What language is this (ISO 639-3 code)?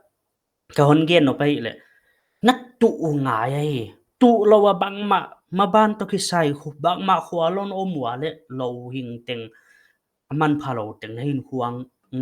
pck